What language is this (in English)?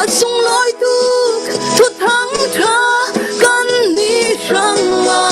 Falam Chin